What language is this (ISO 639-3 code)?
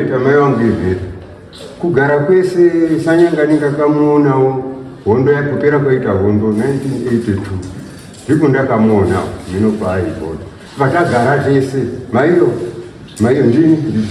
sna